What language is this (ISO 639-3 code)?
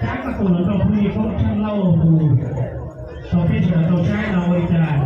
hmn